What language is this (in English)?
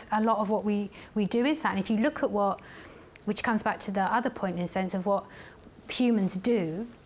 English